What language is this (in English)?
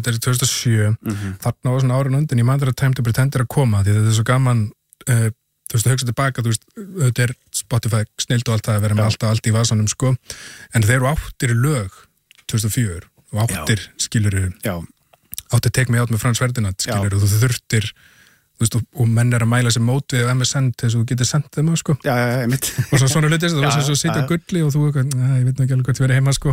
Icelandic